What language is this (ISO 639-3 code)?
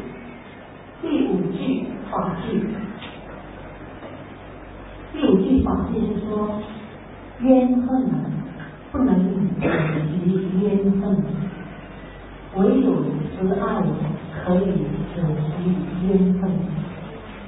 zho